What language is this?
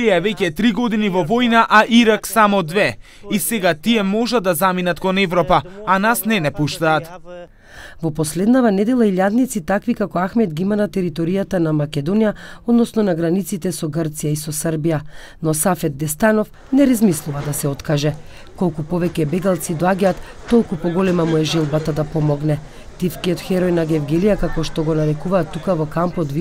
Macedonian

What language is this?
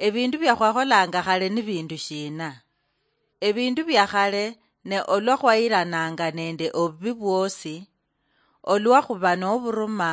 Luyia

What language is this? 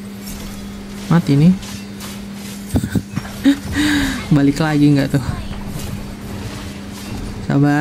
Indonesian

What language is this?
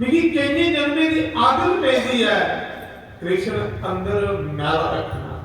Dogri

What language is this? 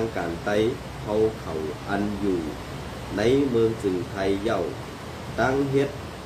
Shan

